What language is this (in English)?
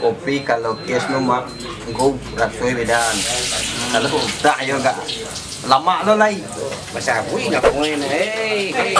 Minangkabau